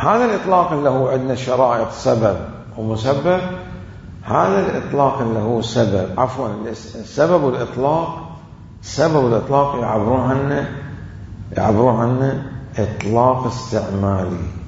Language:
Mesopotamian Arabic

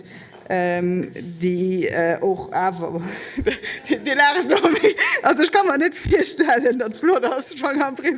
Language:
Luxembourgish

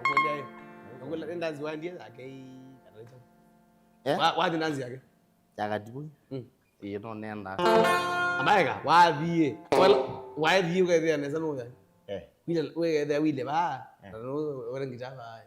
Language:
Kamba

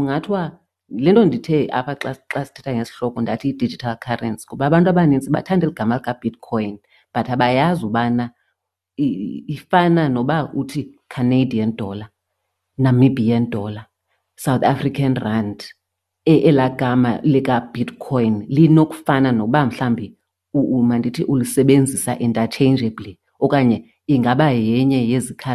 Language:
Xhosa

